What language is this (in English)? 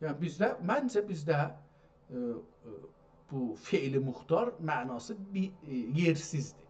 South Azerbaijani